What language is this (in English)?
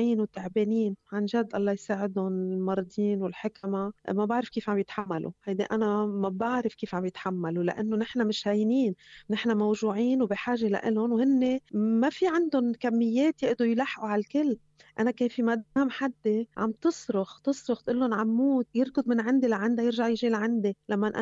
North Levantine Arabic